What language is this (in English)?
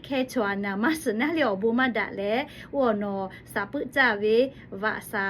Lahu